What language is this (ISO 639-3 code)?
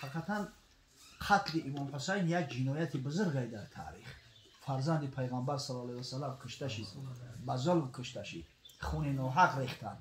tgk